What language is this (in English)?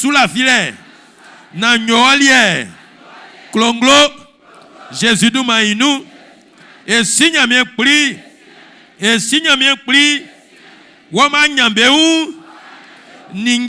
Baoulé